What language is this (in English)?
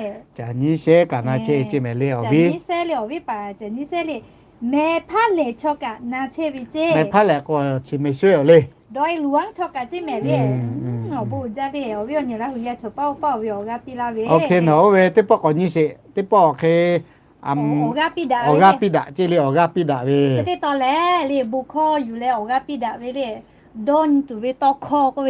Lahu